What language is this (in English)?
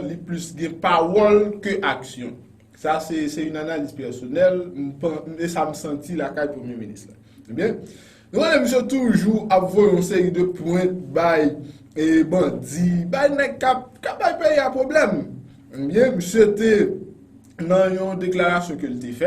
Haitian Creole